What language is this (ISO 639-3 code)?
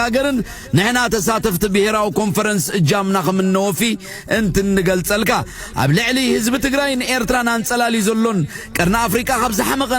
tir